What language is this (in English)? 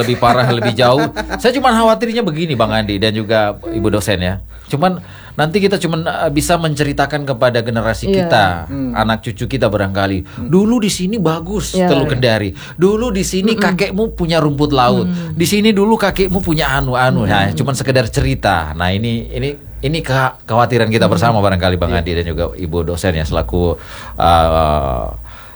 Indonesian